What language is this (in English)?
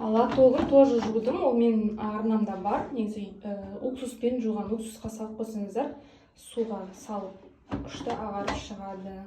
Kazakh